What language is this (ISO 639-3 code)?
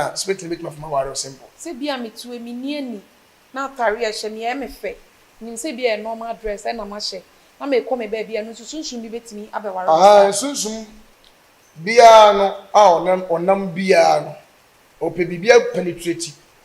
aka